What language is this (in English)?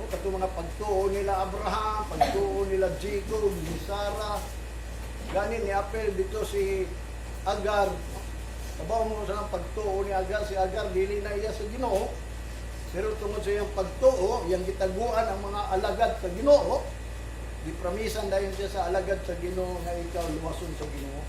Cebuano